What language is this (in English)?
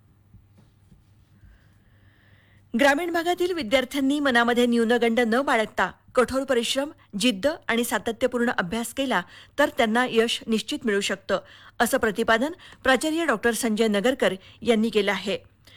Marathi